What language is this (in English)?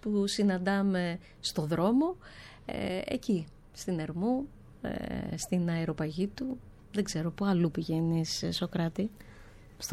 Greek